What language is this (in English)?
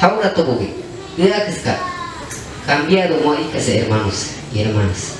Shipibo-Conibo